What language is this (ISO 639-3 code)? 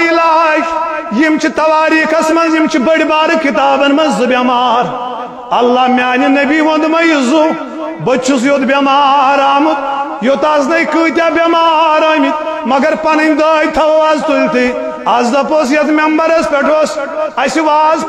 kas